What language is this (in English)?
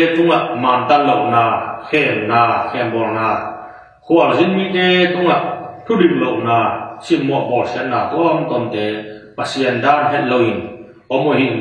Tedim Chin